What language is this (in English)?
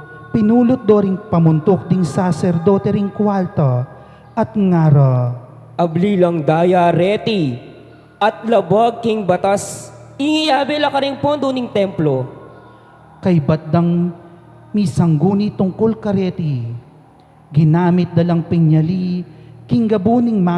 Pampanga